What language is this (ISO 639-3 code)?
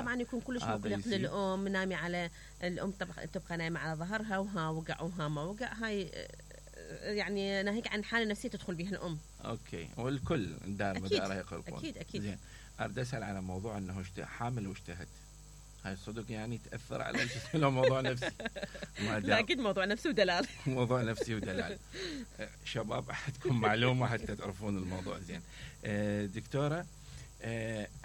acm